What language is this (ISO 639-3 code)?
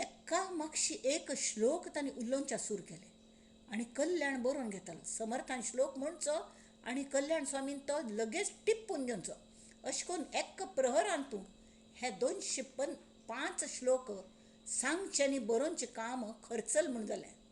kok